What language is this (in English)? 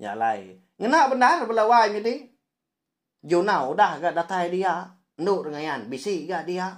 Iban